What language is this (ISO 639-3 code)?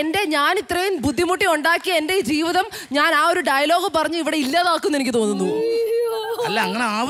mal